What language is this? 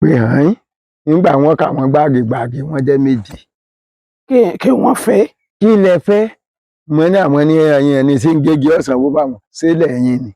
Yoruba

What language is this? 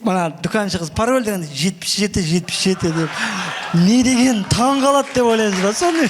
Kara-Kalpak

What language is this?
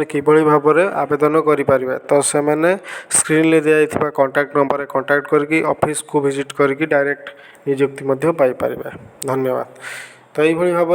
Odia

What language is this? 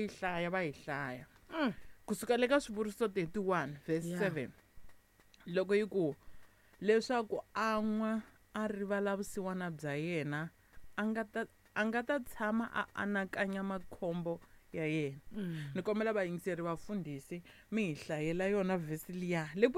Tsonga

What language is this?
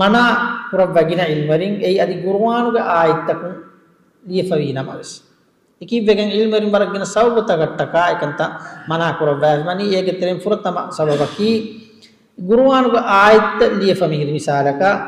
Divehi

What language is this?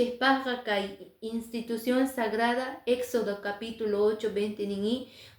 Quechua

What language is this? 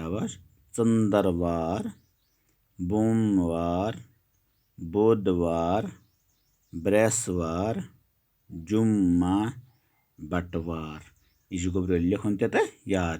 Kashmiri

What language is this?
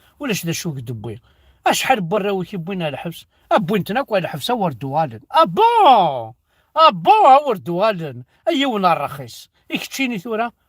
Kabyle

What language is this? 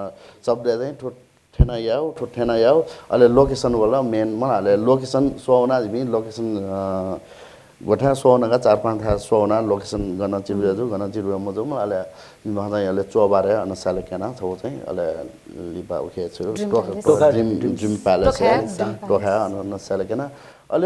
Newari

